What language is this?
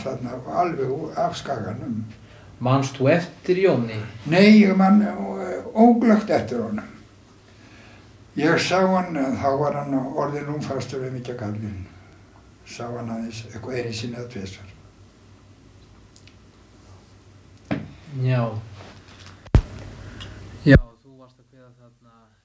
Icelandic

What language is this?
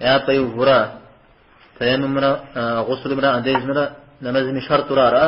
Kabardian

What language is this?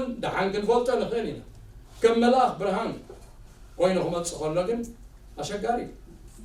Tigrinya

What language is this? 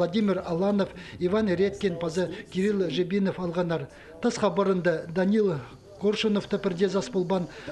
Khakas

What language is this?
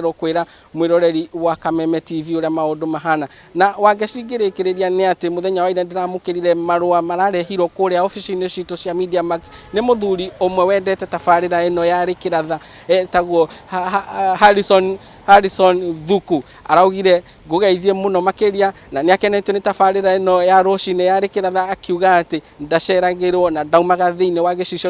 Kikuyu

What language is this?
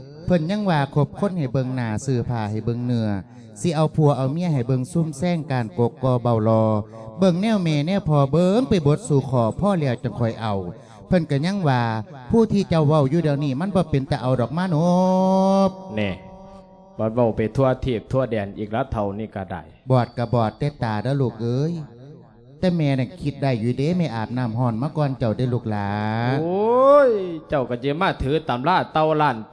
Lao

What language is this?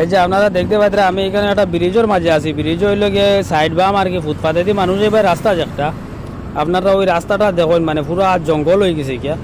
Sylheti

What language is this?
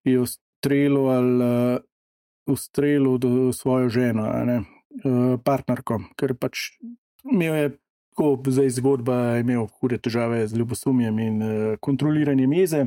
Slovenian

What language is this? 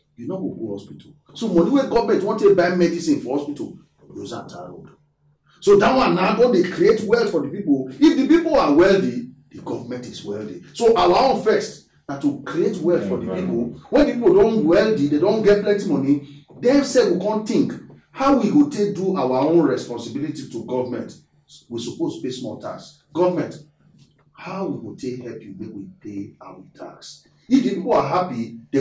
Nigerian Pidgin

